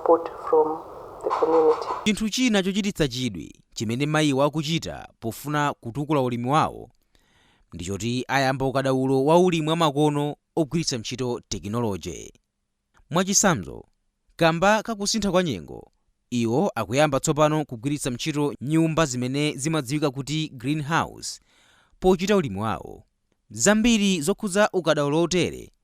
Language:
Nyanja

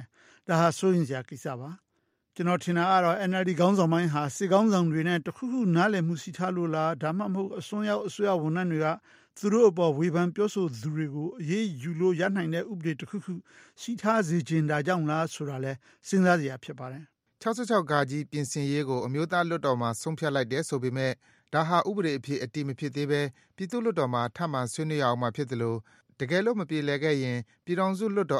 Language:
Burmese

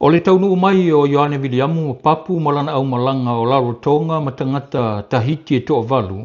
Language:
Samoan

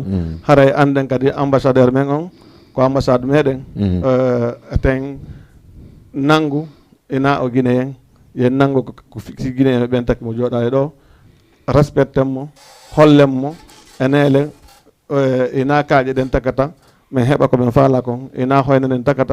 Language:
Fula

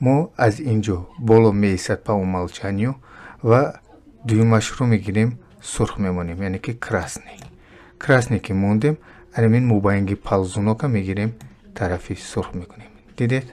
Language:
Tajik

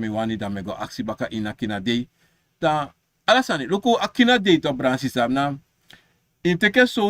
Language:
Sranan Tongo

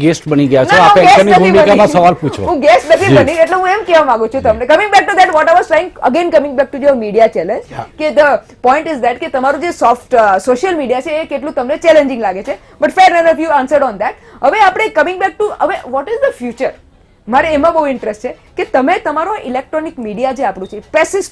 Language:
Gujarati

